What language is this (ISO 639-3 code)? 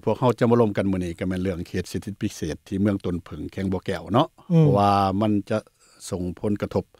lao